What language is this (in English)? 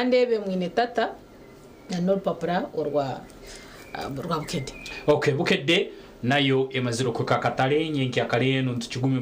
Nyankole